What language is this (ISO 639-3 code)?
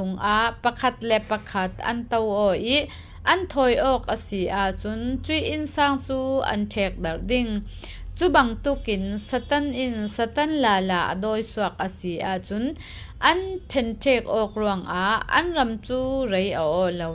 cfm